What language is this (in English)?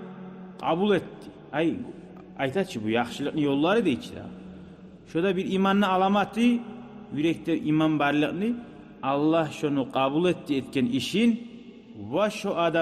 Kumyk